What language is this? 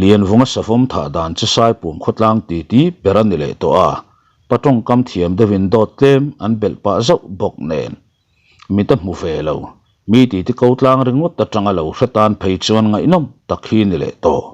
Mizo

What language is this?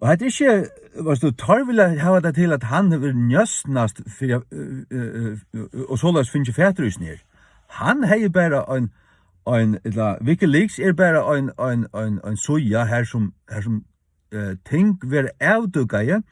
Faroese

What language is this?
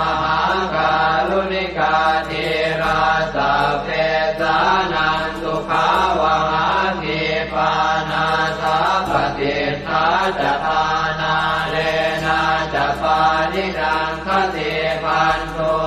Pali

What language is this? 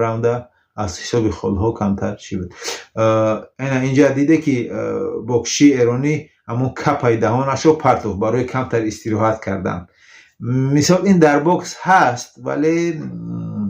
Tajik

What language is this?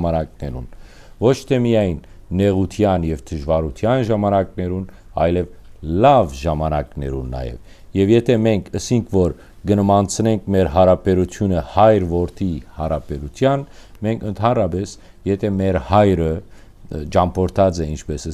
Western Armenian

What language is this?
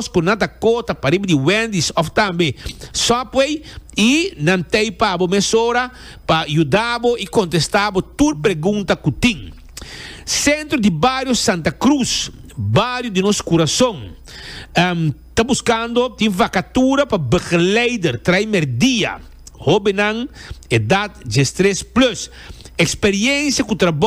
Papiamento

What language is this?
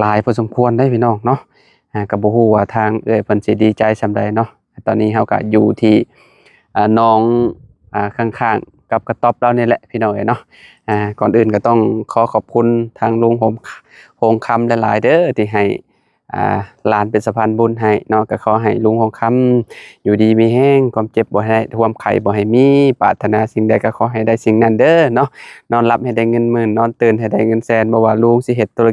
Lao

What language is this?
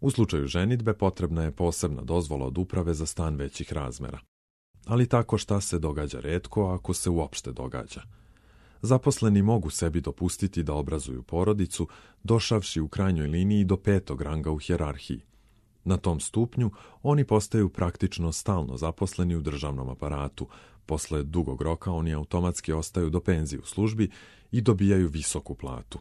Serbian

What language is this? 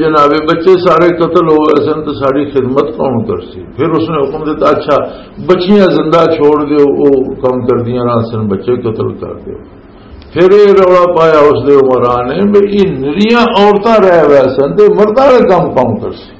Western Panjabi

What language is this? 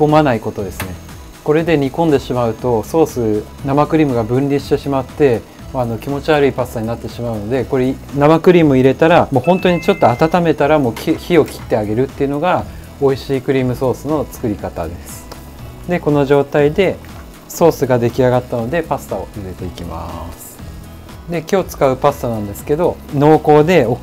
Japanese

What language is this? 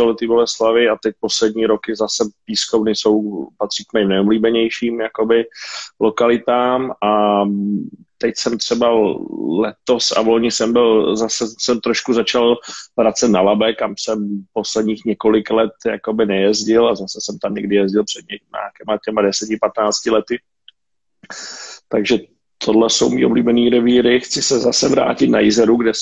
Czech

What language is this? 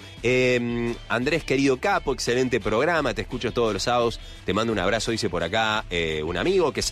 Spanish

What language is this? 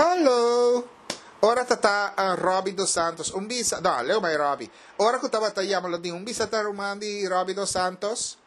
Papiamento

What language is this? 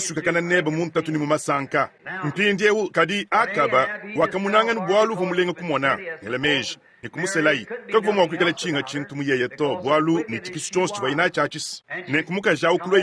Luba-Lulua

